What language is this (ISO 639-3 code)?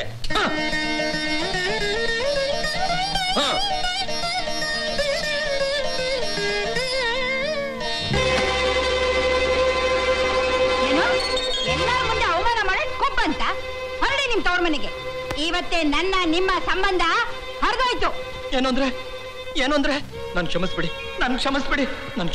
kan